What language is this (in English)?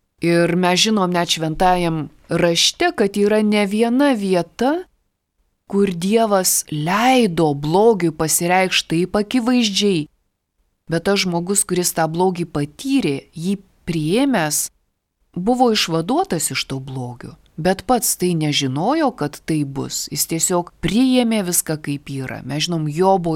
Lithuanian